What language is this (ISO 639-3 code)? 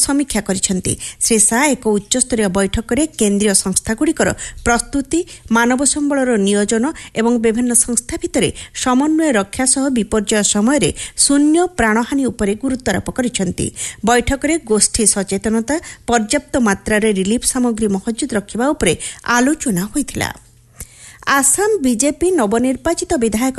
ori